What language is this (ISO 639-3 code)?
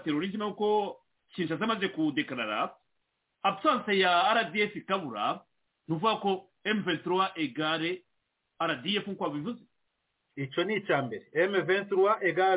kin